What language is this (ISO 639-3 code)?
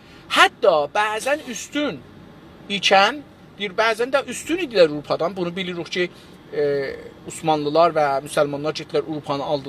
azb